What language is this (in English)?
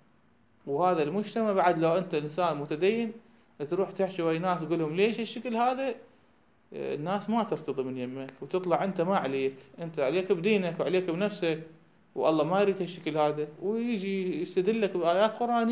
Mesopotamian Arabic